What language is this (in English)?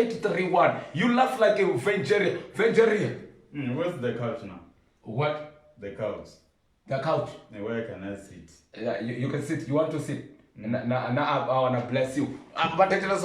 Venda